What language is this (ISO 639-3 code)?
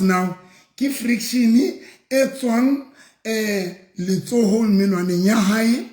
sot